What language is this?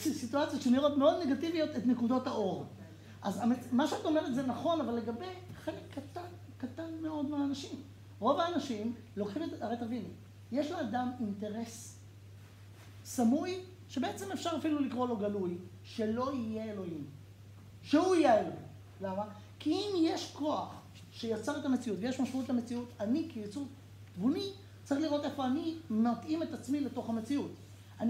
Hebrew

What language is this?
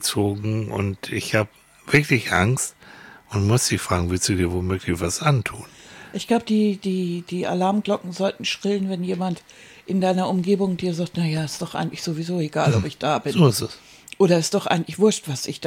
German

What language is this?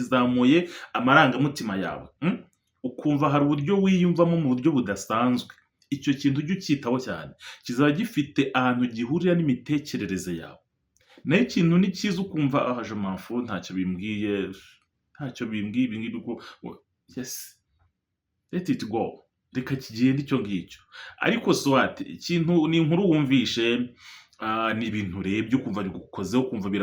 Kinyarwanda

